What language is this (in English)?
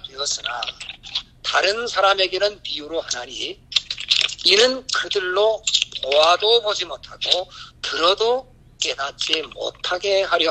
Korean